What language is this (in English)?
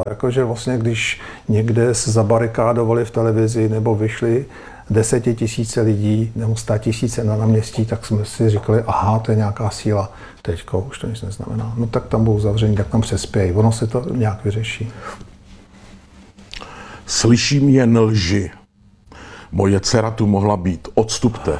Czech